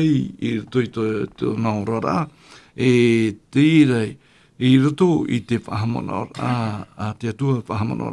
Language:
Tahitian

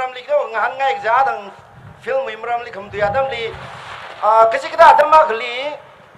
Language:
Tangkhul Naga (India)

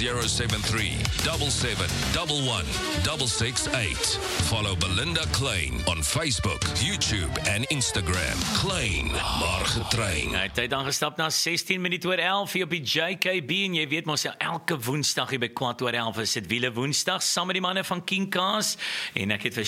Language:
Afrikaans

